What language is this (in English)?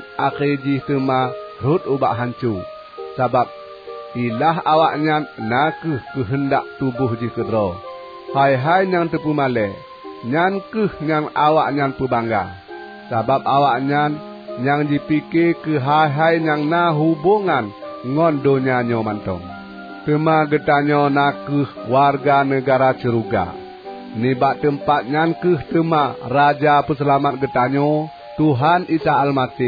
Achinese